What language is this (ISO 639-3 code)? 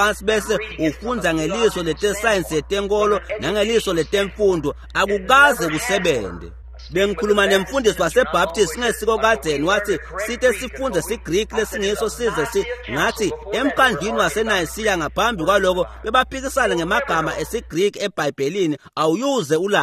ssw